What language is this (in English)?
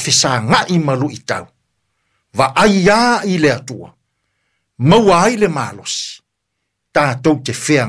Samoan